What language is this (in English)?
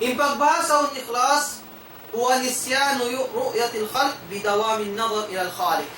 Tausug